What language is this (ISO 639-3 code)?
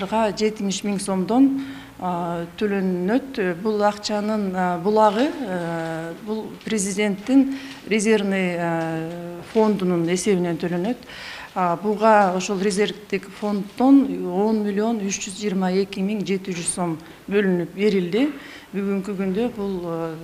kir